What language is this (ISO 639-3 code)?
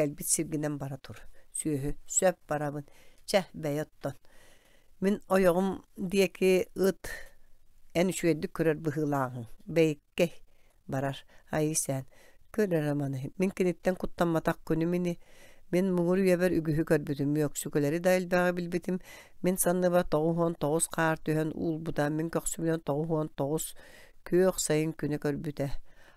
sah